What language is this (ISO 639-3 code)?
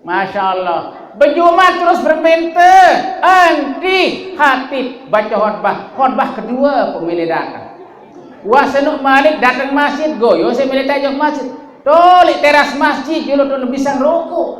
sas